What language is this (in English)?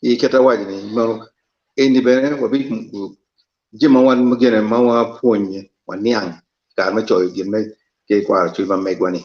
Acoli